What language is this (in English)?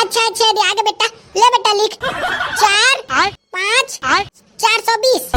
Chhattisgarhi